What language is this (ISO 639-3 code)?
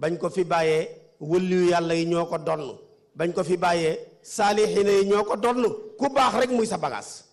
wol